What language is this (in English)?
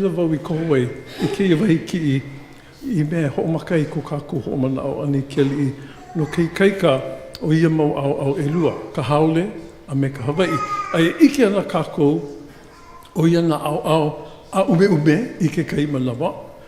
Hawaiian